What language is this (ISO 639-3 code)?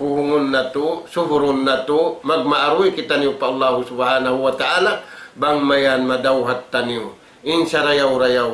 tsg